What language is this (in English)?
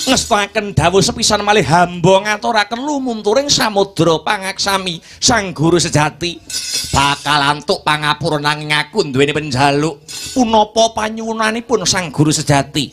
Javanese